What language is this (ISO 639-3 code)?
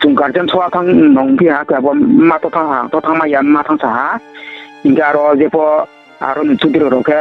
ria